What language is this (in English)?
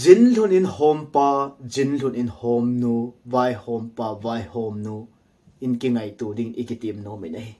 Thado Chin